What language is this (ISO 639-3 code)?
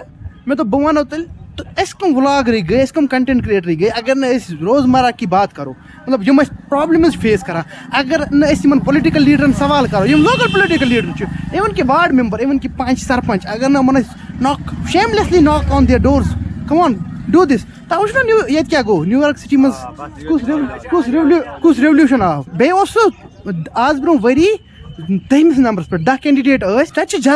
kas